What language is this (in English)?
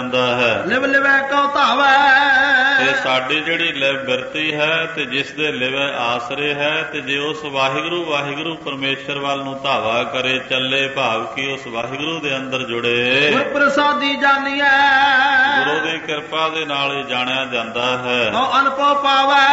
Punjabi